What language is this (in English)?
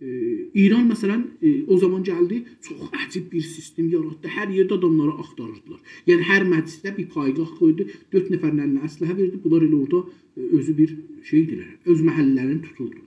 South Azerbaijani